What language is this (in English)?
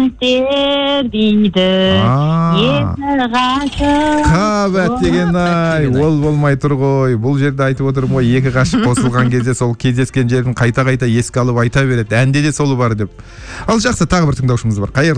Kazakh